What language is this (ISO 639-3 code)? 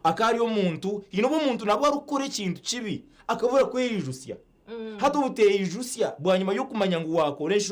nyn